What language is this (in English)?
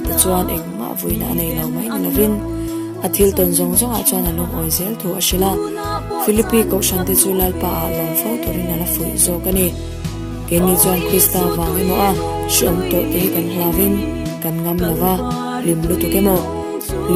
Mizo